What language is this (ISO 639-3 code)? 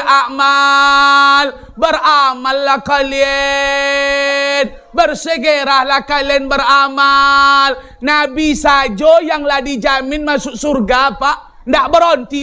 min